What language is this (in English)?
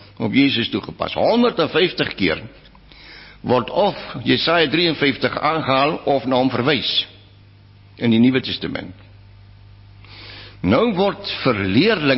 Afrikaans